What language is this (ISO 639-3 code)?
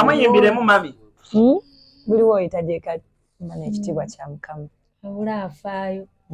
lug